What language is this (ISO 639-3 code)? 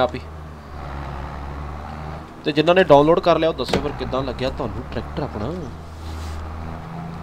pan